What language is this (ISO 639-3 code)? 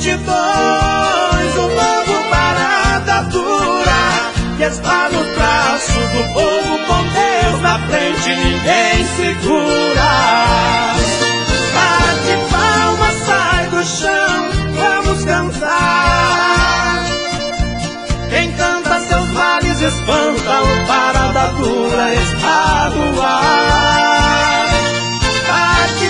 por